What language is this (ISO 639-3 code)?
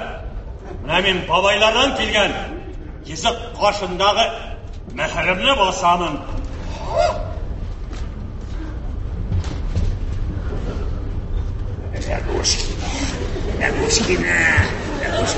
tat